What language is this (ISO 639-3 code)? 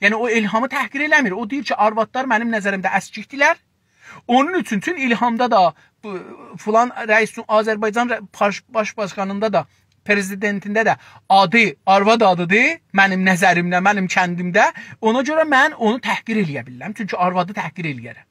azb